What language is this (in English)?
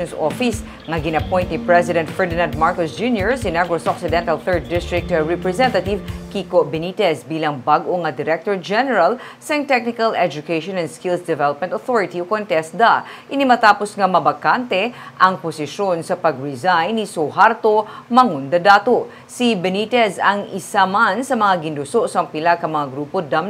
Hiligaynon